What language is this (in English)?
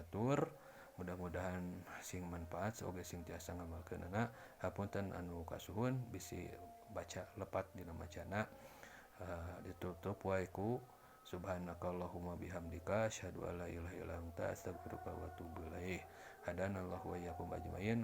Sundanese